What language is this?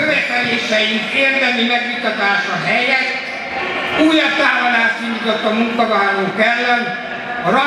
Hungarian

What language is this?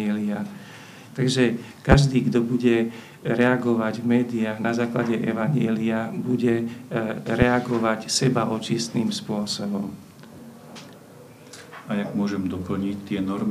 Slovak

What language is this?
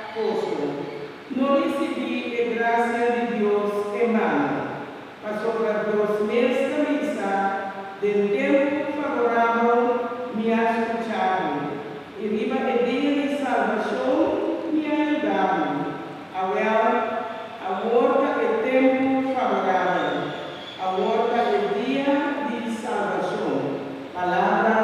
Papiamento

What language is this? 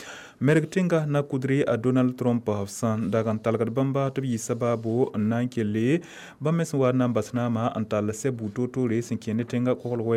Mossi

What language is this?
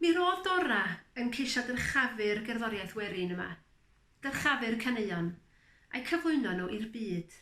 Welsh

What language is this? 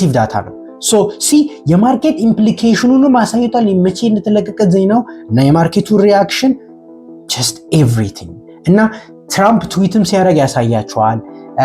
Amharic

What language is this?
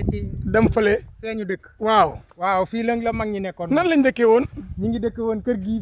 Wolof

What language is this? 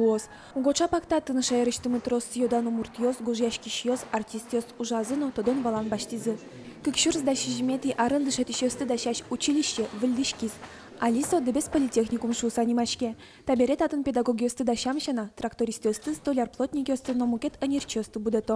Udmurt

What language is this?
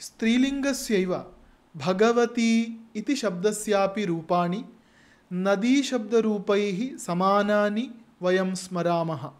Sanskrit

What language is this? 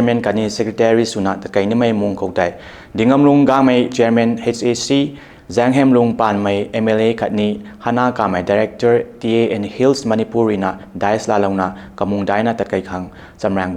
Rongmei Naga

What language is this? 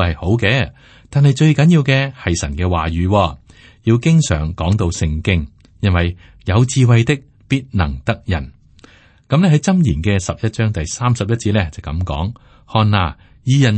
Cantonese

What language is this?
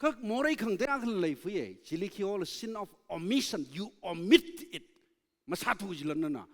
Tangkhul Naga (India)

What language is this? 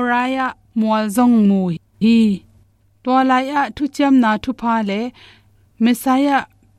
Tedim Chin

